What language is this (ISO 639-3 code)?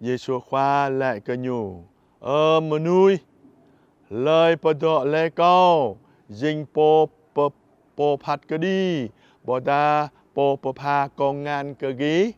jra